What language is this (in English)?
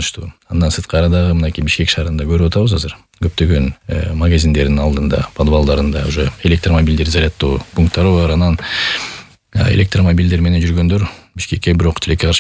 Kyrgyz